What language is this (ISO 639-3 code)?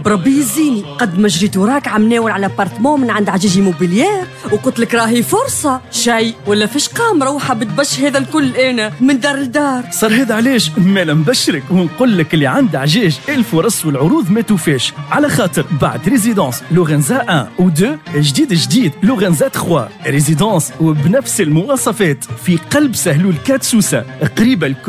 aeb